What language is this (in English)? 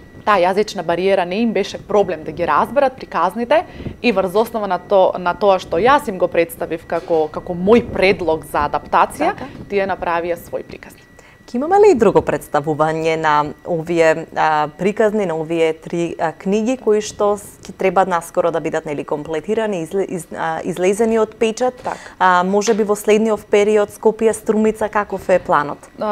Macedonian